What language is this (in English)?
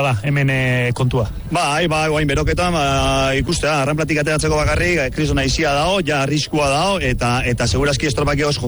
Basque